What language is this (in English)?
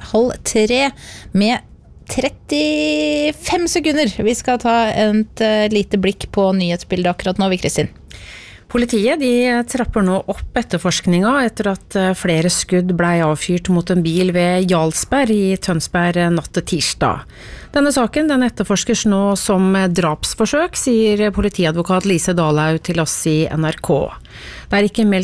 Norwegian